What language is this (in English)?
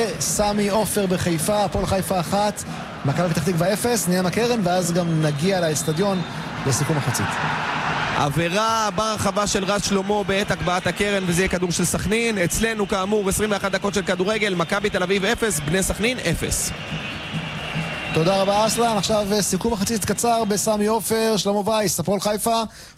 Hebrew